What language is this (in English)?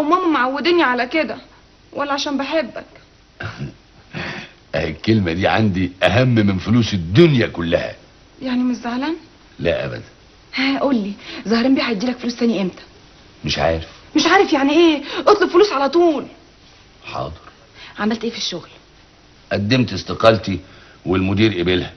Egyptian Arabic